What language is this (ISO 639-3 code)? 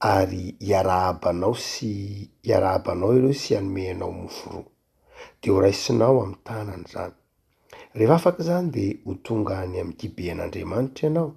mlg